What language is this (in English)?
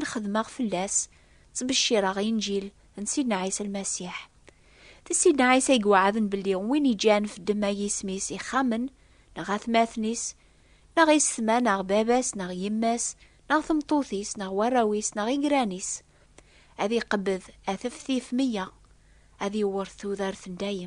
Kabyle